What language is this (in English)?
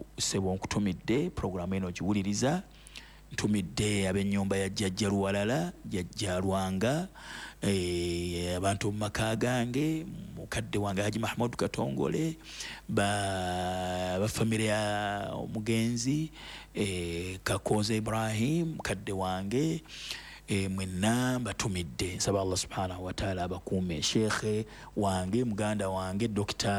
Ganda